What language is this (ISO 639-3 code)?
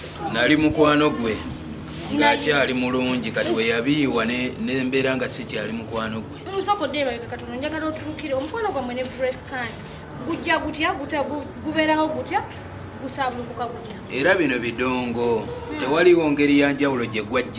lug